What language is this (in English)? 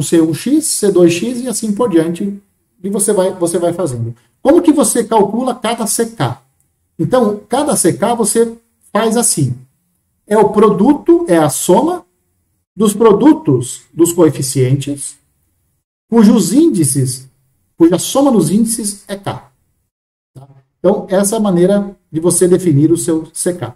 Portuguese